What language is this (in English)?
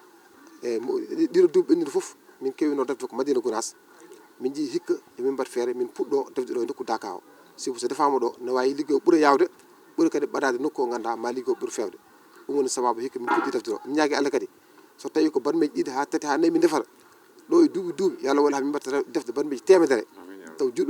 Fula